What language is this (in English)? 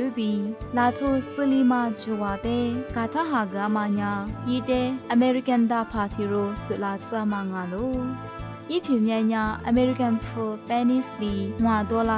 Lisu